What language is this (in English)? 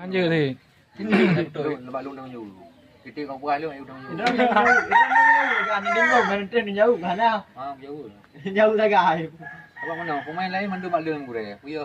Achinese